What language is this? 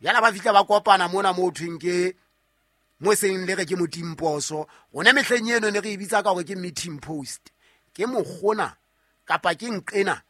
Southern Sotho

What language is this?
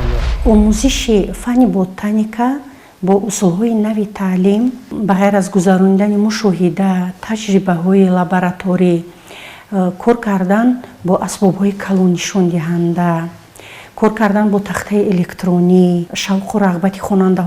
Tajik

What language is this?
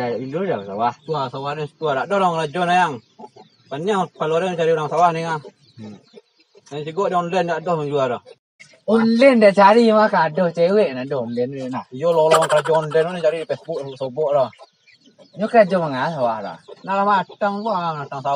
Minangkabau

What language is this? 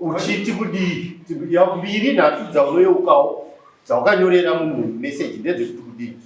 Shona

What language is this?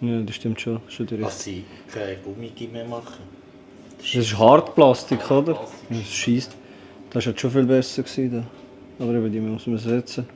Swiss German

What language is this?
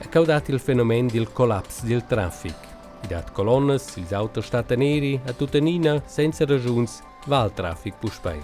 Romansh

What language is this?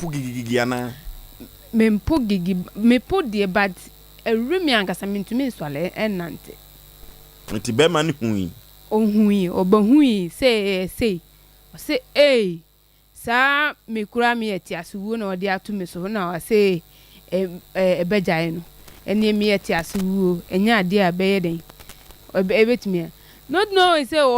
Akan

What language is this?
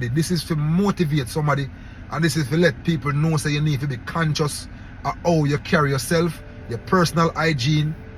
Jamaican Creole English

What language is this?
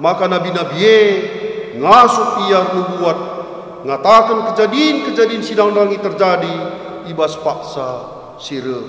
Batak Karo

